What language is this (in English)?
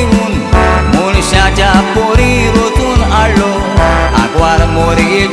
Konkani